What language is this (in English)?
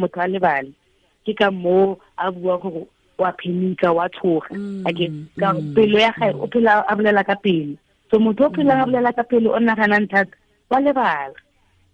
Tswana